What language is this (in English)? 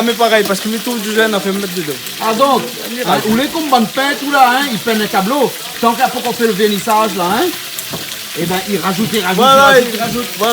Réunion Creole French